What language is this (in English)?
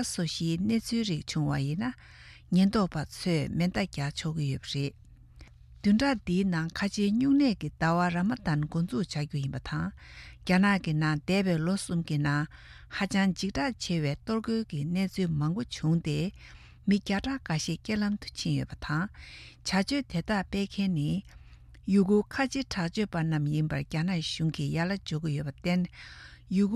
Tibetan